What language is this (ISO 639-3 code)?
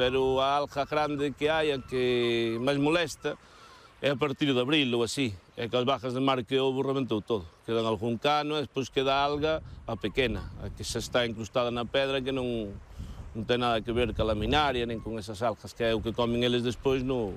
glg